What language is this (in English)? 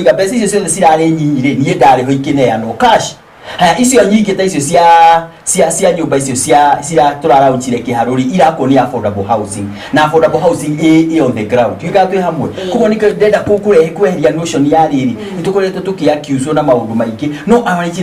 Kikuyu